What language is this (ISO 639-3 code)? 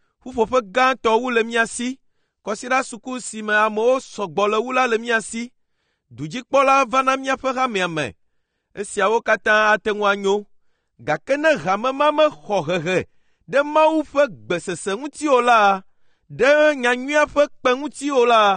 ewe